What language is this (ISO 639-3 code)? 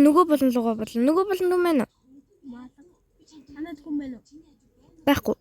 mon